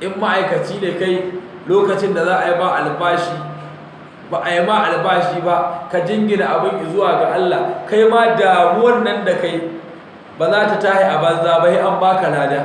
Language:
Hausa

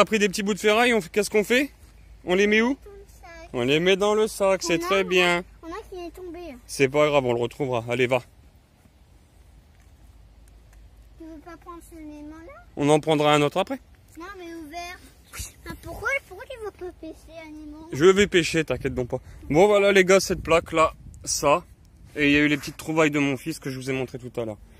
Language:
French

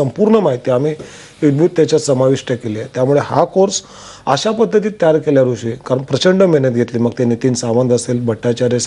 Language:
Marathi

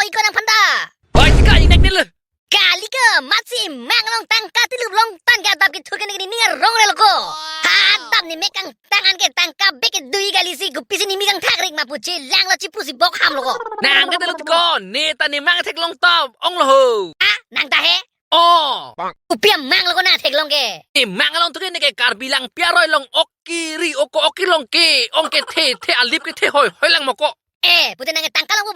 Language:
Karbi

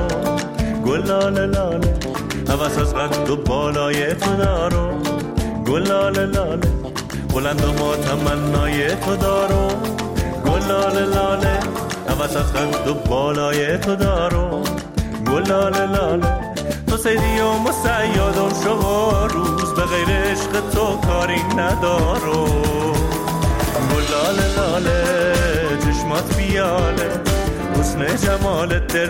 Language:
Persian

